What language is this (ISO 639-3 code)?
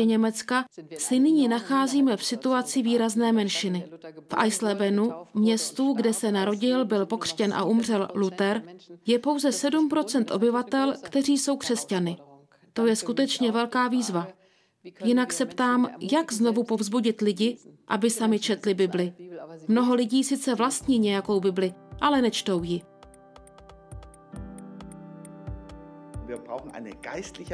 ces